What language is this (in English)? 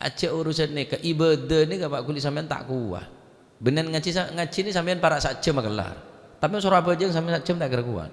Madurese